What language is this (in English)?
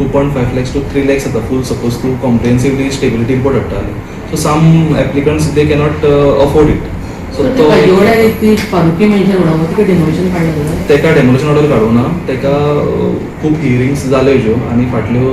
Konkani